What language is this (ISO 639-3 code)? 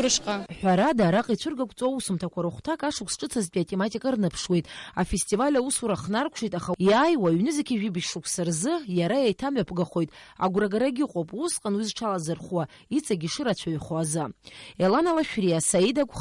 abk